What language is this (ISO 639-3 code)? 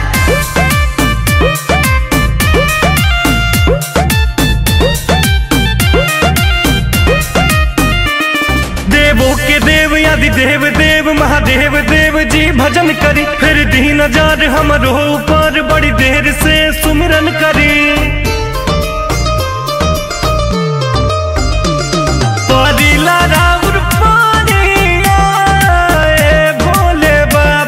bho